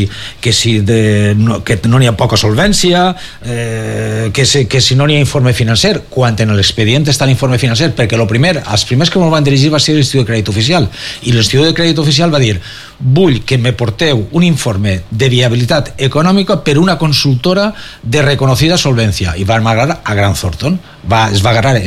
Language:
Catalan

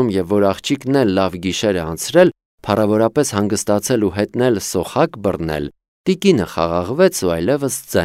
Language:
Armenian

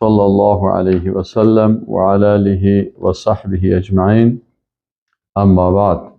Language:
Persian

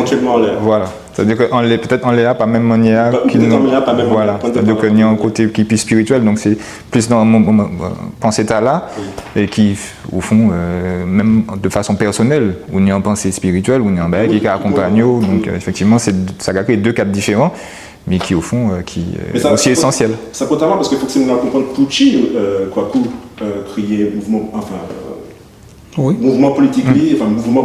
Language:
Guadeloupean Creole French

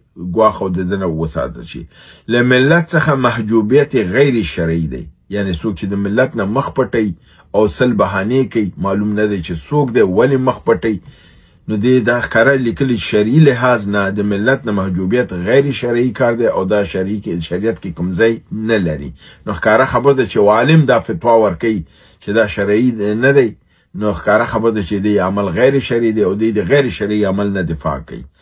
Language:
Pashto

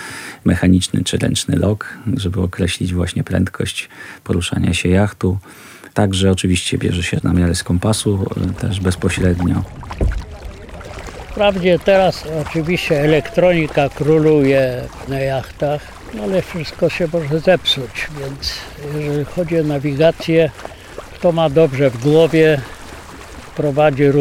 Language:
Polish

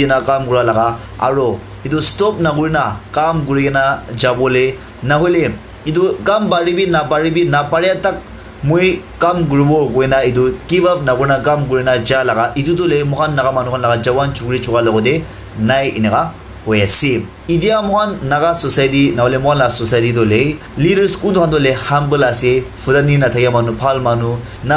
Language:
Naga Pidgin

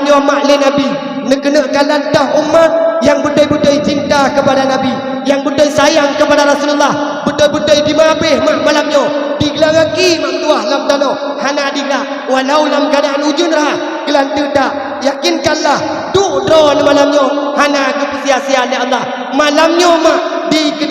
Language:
Achinese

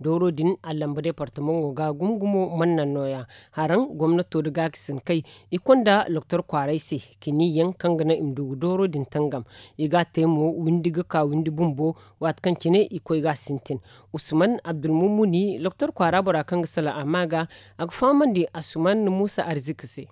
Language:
Zarma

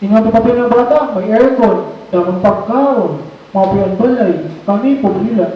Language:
Waray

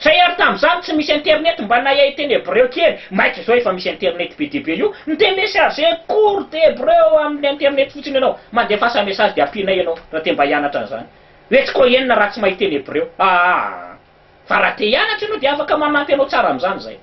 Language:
Malagasy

